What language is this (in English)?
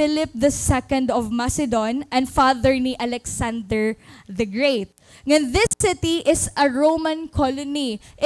Waray